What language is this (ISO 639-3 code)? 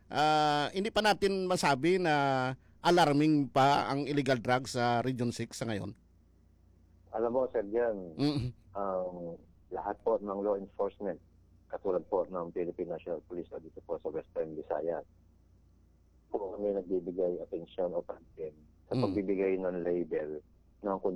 fil